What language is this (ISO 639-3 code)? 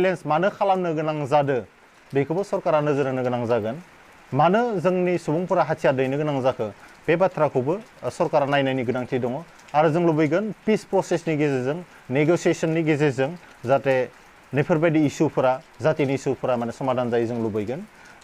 brx